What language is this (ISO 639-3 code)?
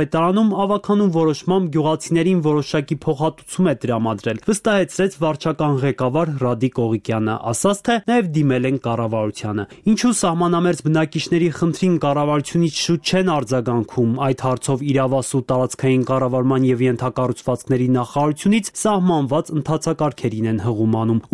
hye